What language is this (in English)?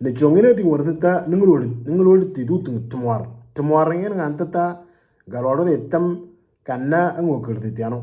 Moro